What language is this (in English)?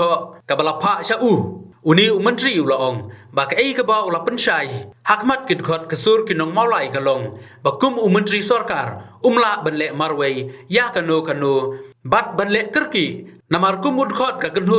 Khasi